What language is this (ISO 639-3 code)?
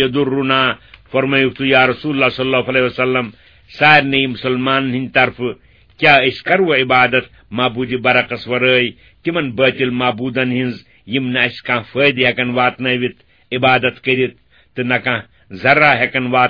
kas